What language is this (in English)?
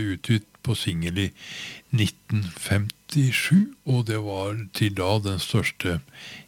Norwegian